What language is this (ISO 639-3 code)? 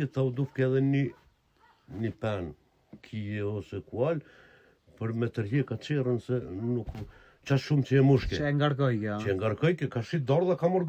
sqi